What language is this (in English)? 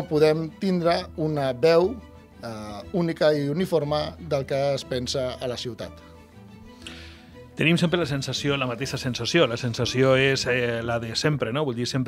Catalan